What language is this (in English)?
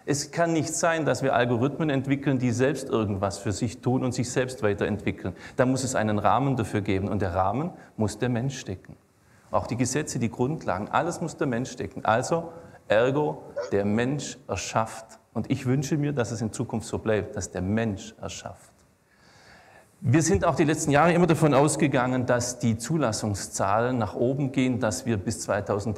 German